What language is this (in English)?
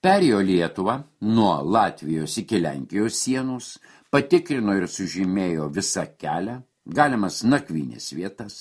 Lithuanian